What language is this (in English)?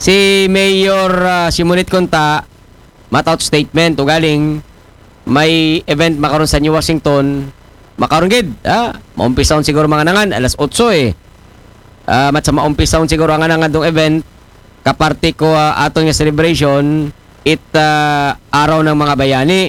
Aklanon